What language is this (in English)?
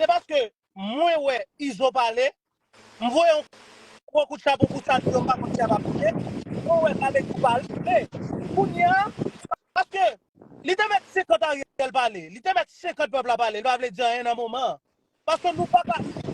Haitian Creole